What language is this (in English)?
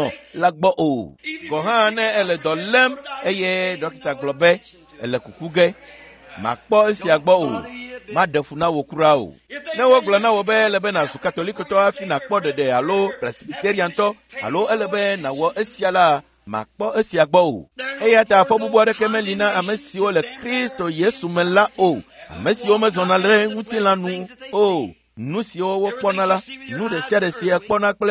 Ewe